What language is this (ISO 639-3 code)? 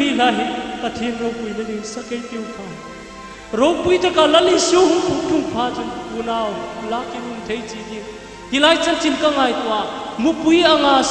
hmr